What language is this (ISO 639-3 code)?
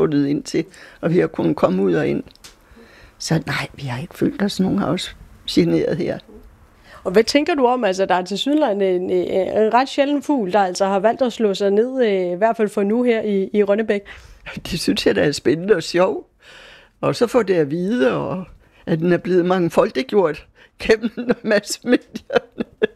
dan